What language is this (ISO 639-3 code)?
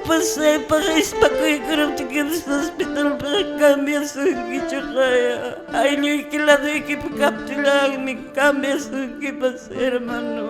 que